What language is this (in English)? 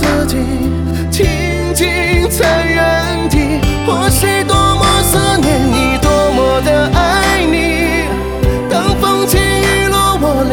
Chinese